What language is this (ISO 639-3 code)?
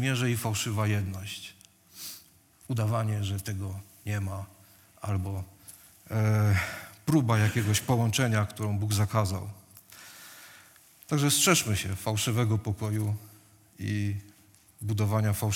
pol